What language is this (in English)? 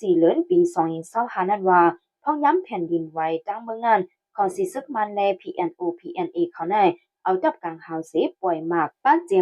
Shan